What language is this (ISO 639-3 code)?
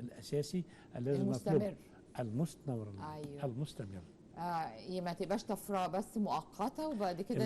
arz